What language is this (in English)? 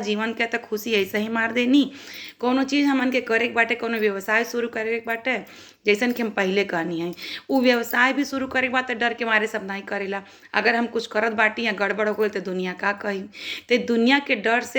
Bhojpuri